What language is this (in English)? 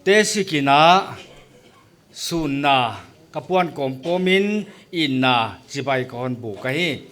Paite Chin